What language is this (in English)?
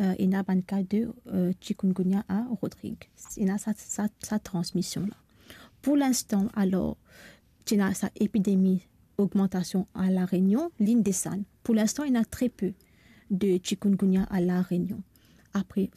Morisyen